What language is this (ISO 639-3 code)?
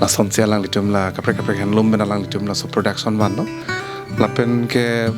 mjw